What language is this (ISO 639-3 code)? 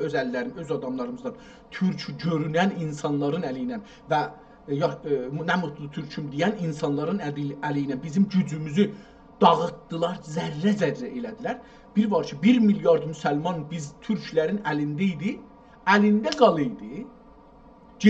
azb